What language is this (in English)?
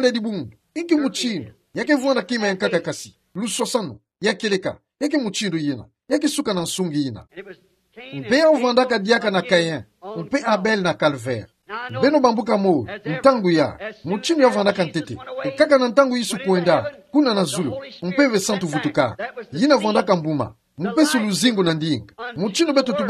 Kituba (Democratic Republic of Congo)